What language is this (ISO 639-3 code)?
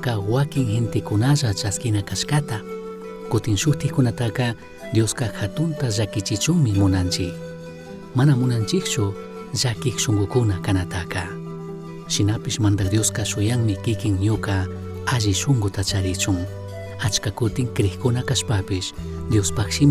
qug